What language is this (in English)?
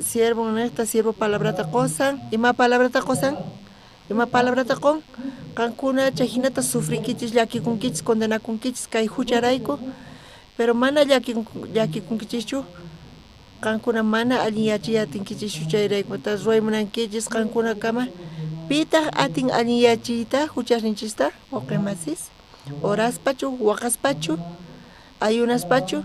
South Bolivian Quechua